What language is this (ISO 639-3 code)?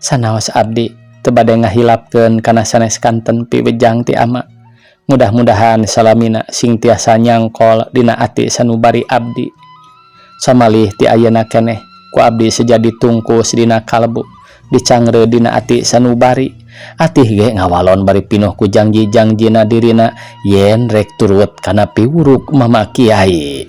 sun